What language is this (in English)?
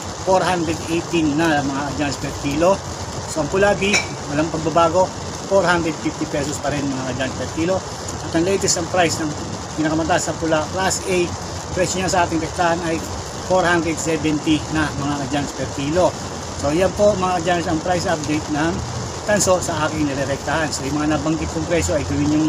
Filipino